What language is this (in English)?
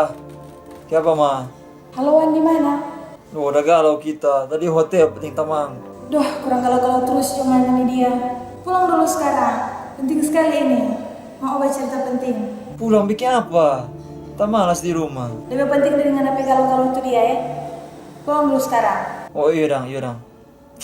Manado Malay